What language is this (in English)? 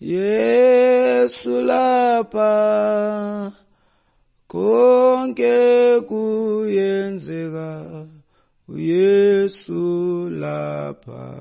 Xhosa